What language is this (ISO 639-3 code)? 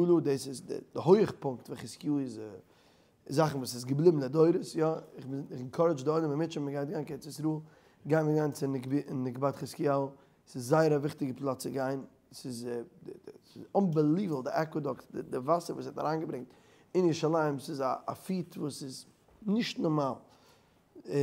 yid